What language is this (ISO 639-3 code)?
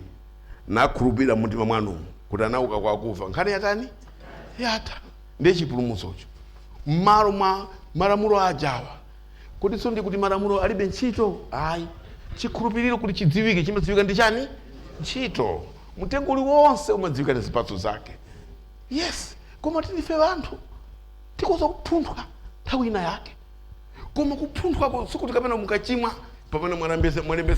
nya